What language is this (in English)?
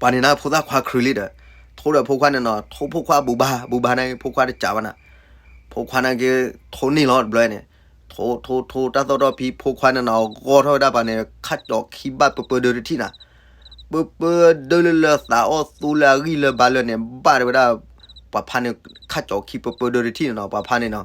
S'gaw Karen